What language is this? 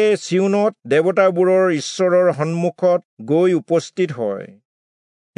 Assamese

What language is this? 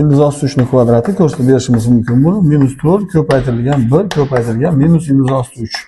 Uzbek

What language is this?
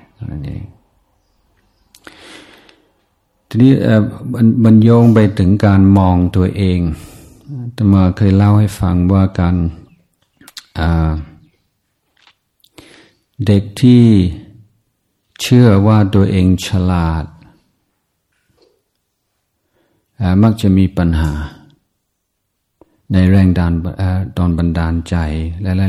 Thai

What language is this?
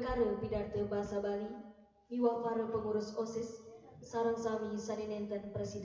Balinese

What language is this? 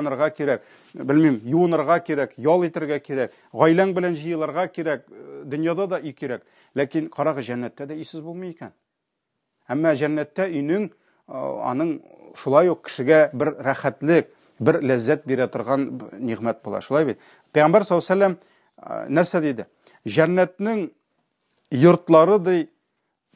Tatar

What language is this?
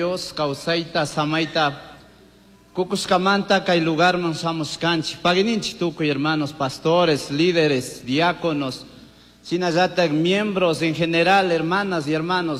Chimborazo Highland Quichua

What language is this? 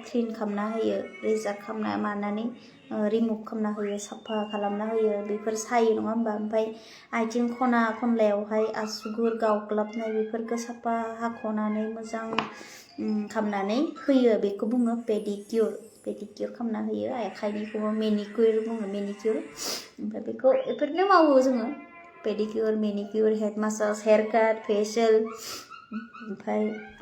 Bodo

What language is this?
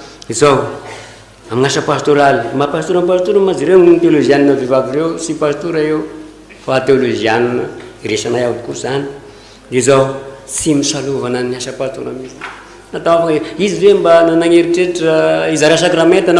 Malagasy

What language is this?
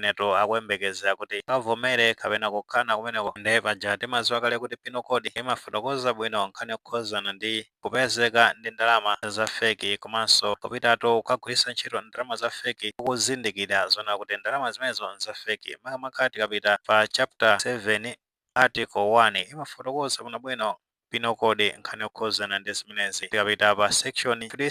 Nyanja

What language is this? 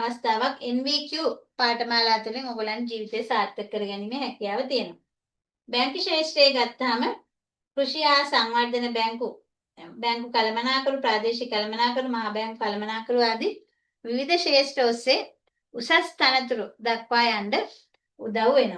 Sinhala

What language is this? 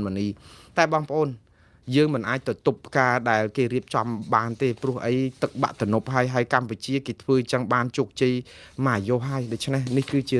Khmer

